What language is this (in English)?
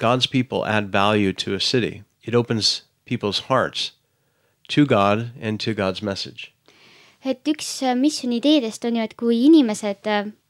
Estonian